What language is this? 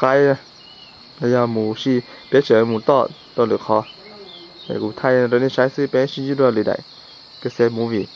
Hmong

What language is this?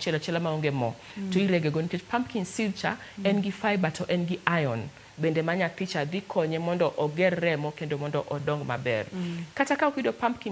Luo (Kenya and Tanzania)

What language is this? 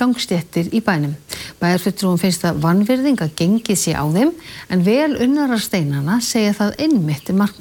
Icelandic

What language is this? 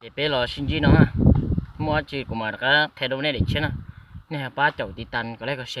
Hmong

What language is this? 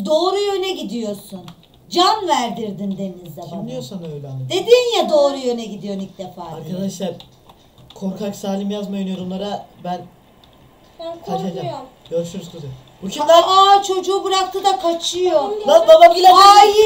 Turkish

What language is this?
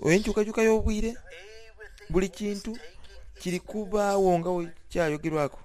Soga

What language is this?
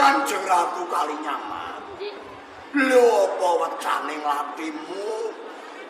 Javanese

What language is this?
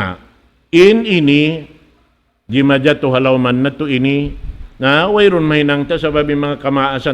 Tausug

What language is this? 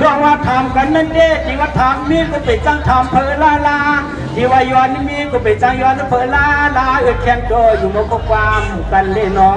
Shan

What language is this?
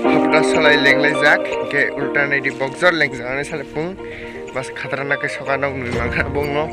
Kok Borok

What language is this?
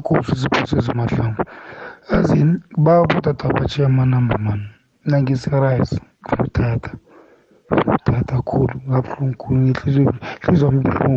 South Ndebele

